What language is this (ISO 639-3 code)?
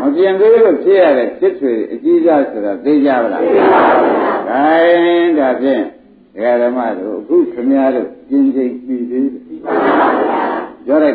mya